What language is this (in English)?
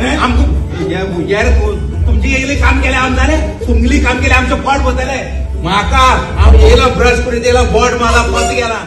Konkani